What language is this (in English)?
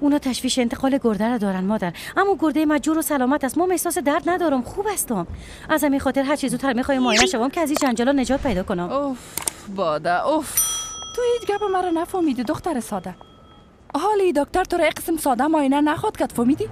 Persian